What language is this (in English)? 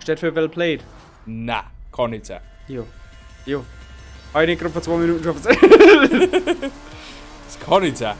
Bavarian